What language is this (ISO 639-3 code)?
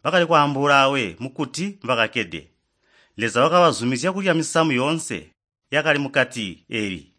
toi